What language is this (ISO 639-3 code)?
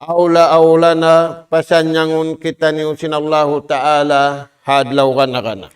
tsg